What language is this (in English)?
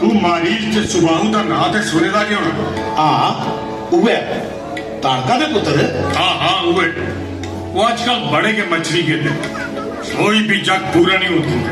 Dogri